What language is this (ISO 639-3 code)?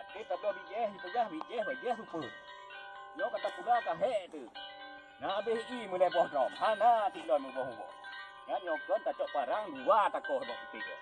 ace